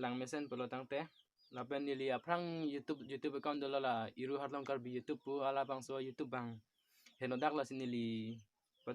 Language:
Karbi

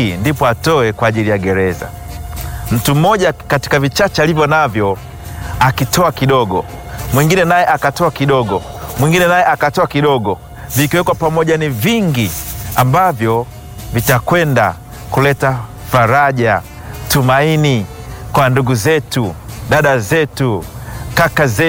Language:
Swahili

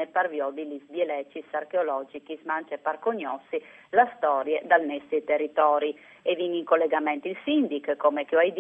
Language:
Friulian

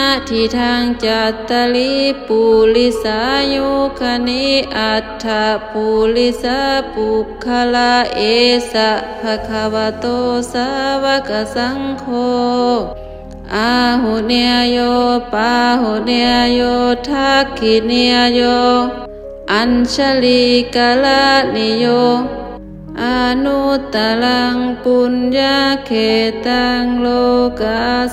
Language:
Pali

